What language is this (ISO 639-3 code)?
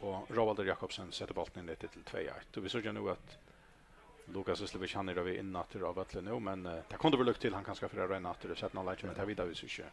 fao